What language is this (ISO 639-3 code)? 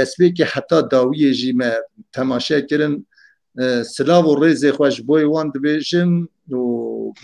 kur